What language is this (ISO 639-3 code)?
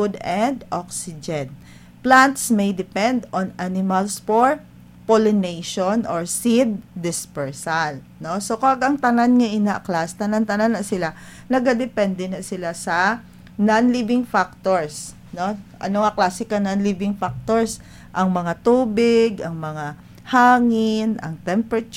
hil